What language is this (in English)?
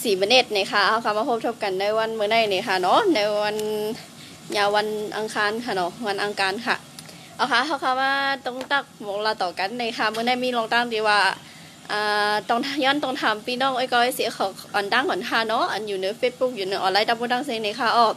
Shan